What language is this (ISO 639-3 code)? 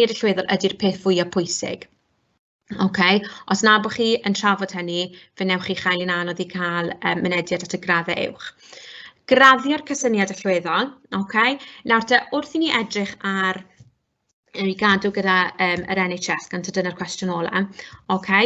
cym